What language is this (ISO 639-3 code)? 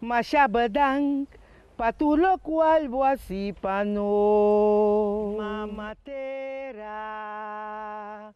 pap